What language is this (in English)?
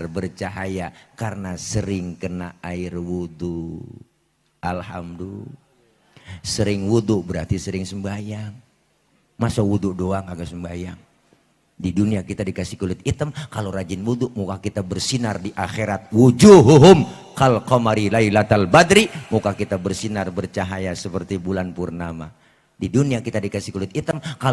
Betawi